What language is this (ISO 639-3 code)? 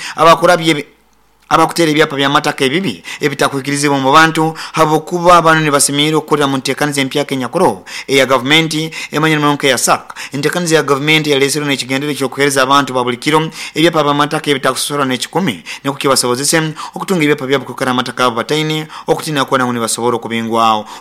nyo